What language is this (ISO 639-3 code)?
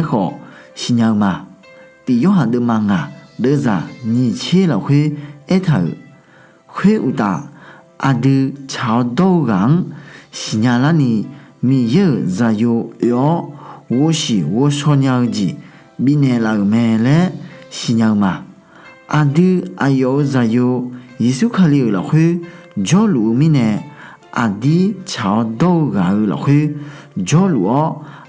ahk